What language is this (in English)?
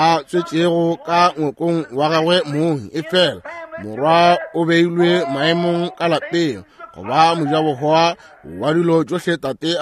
Northern Sotho